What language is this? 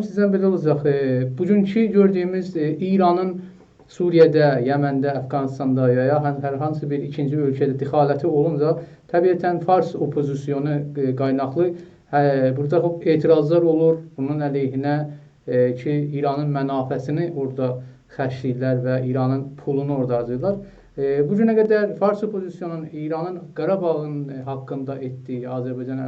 South Azerbaijani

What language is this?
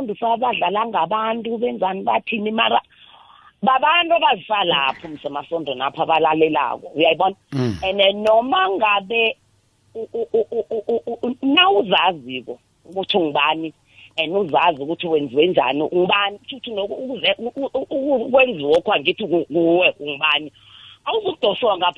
South Ndebele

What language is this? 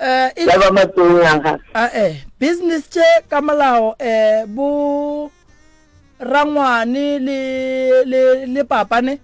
Northern Sotho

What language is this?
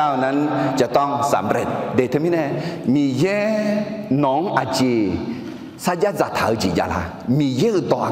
Akha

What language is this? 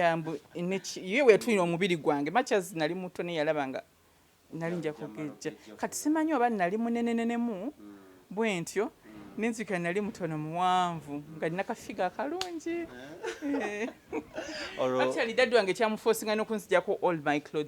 Ganda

